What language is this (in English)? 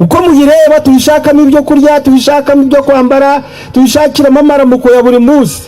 Kinyarwanda